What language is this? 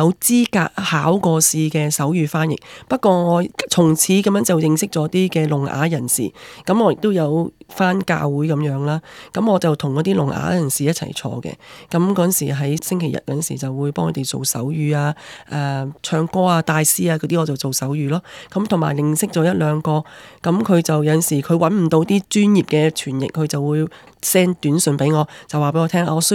Cantonese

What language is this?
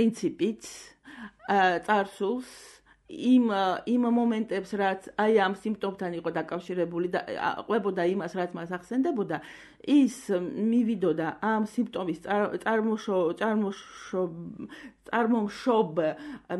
Georgian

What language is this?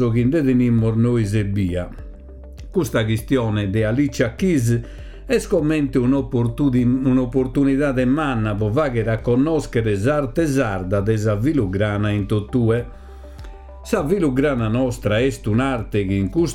Sardinian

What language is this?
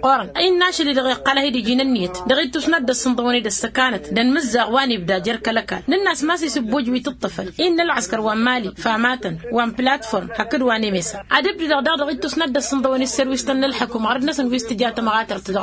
Tamasheq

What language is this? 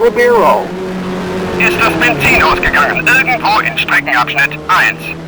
Bavarian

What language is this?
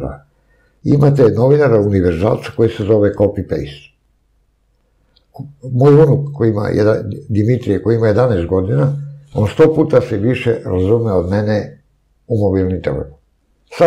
Serbian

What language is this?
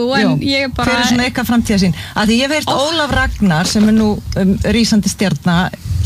Icelandic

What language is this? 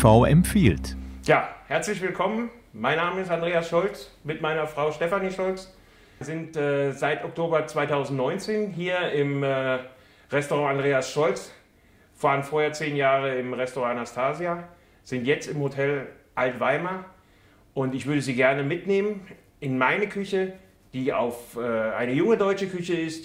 German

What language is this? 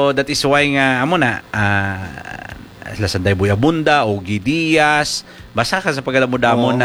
Hiligaynon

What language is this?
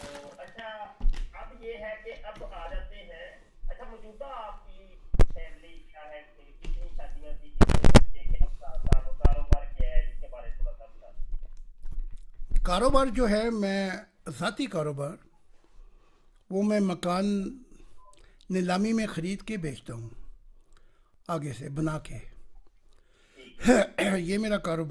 Urdu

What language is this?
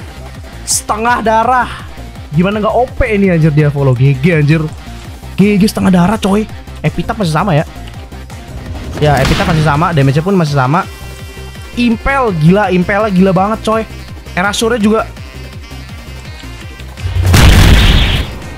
Indonesian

